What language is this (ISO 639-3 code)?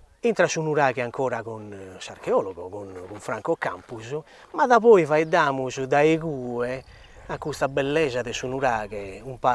srd